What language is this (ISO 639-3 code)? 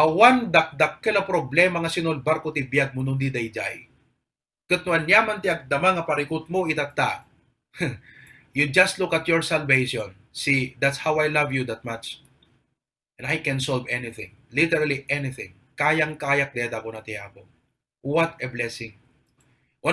ilo